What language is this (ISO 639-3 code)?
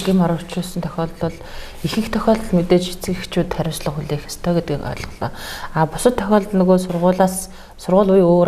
mon